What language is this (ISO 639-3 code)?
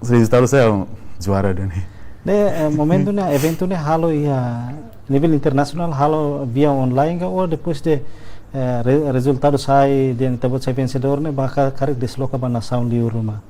tet